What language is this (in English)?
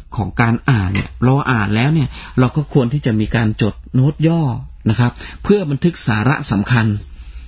Thai